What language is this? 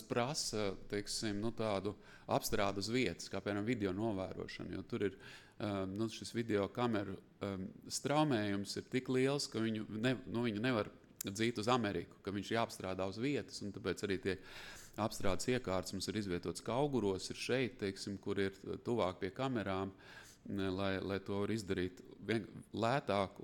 Latvian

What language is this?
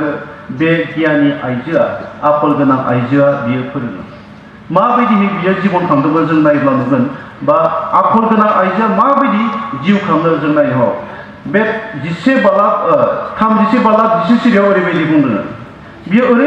Bodo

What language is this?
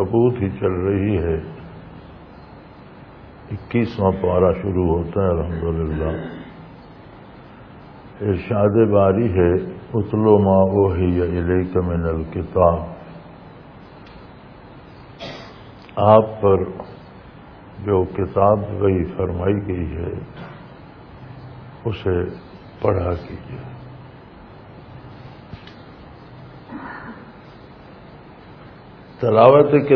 Urdu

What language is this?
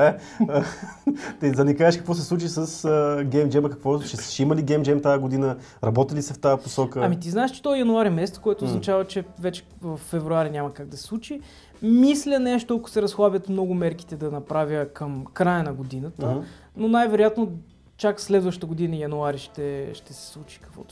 Bulgarian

